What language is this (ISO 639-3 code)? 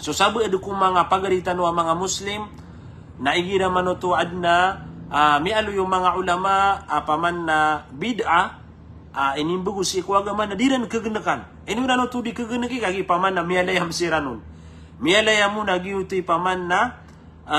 mrw